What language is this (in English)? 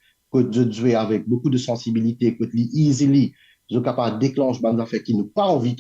Morisyen